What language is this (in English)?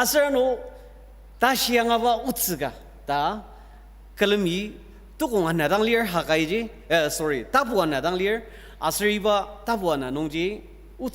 Ao Naga